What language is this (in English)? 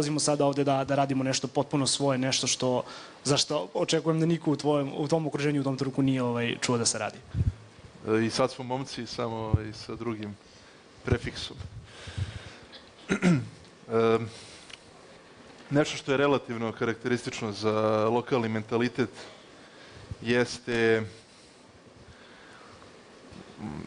Serbian